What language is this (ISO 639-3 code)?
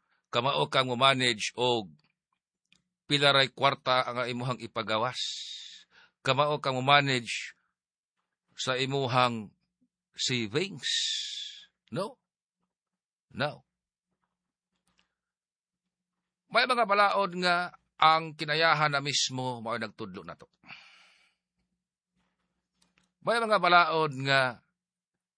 ceb